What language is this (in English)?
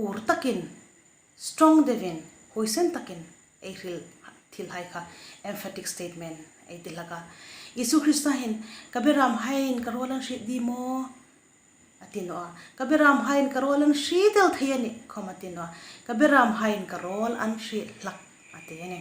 Hmar